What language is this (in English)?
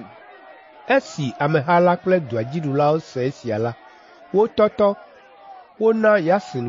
Ewe